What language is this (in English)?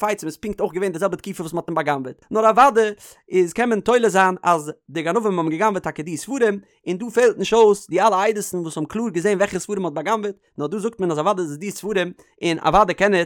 Yiddish